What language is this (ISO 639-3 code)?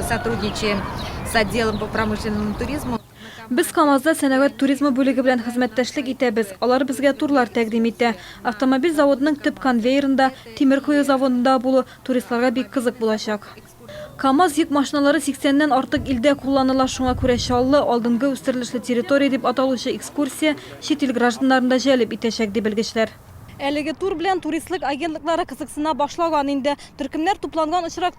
tat